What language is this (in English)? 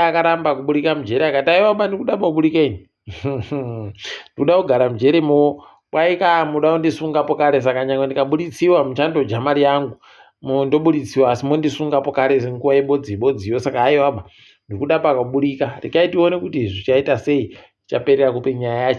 Ndau